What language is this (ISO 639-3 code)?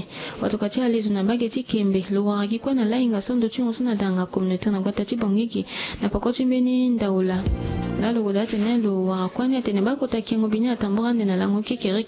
sag